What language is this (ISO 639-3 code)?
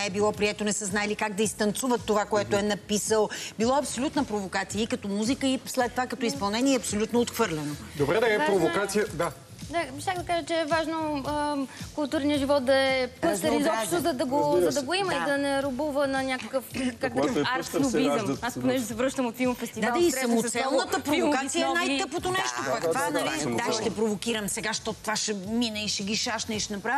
bul